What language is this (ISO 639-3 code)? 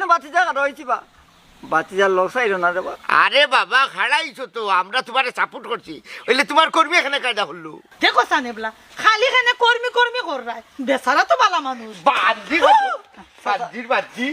syl